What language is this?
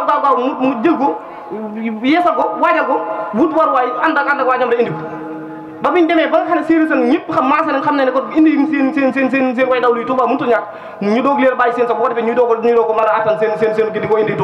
Wolof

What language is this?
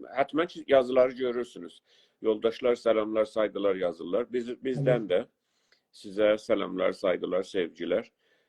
South Azerbaijani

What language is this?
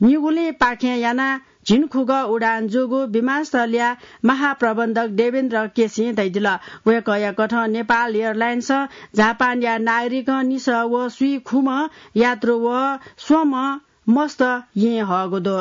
Newari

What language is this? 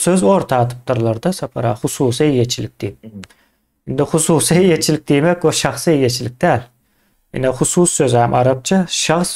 Turkmen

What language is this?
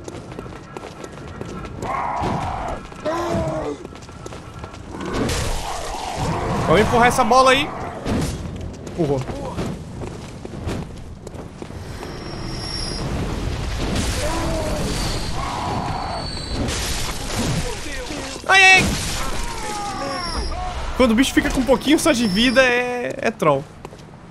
Portuguese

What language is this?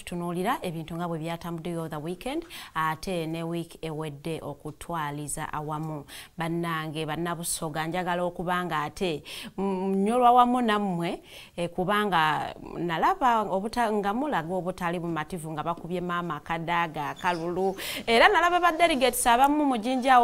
Ganda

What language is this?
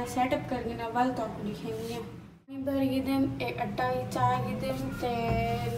Saraiki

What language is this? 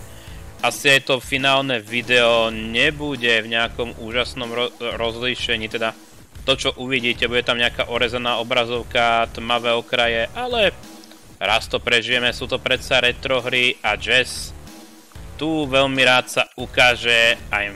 Slovak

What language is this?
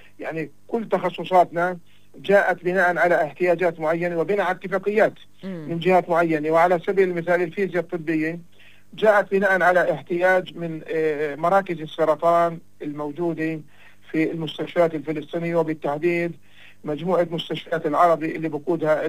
North Levantine Arabic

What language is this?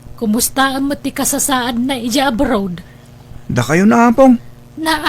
Iloko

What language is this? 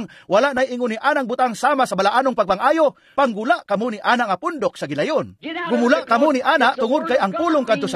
Cebuano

